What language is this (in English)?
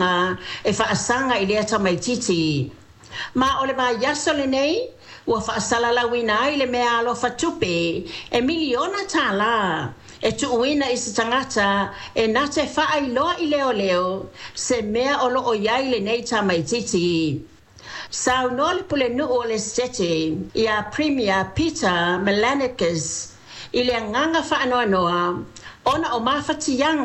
Samoan